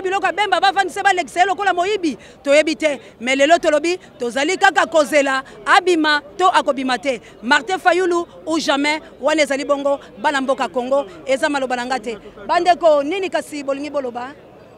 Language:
Lingala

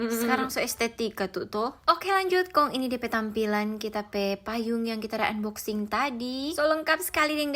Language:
Manado Malay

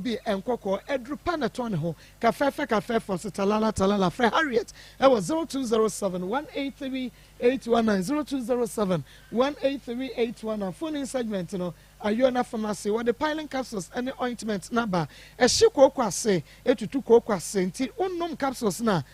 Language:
Akan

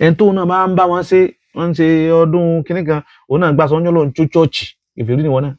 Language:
Yoruba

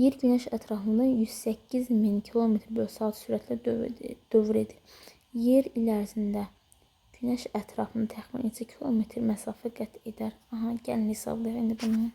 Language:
Azerbaijani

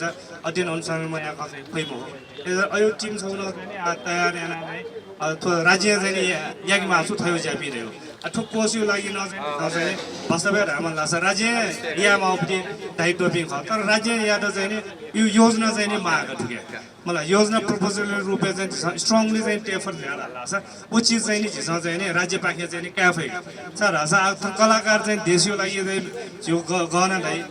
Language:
Newari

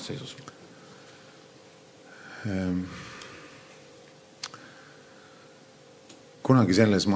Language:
Estonian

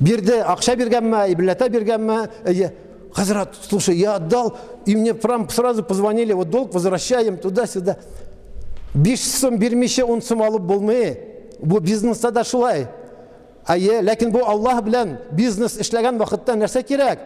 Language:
Tatar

